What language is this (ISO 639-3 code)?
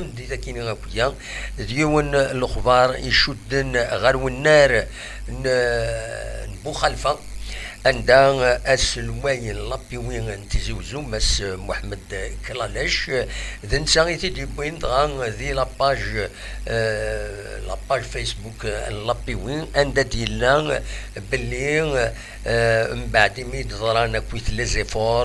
kab